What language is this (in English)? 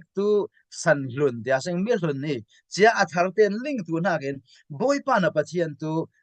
Falam Chin